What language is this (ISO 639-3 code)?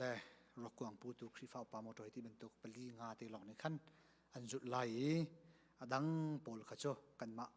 cnh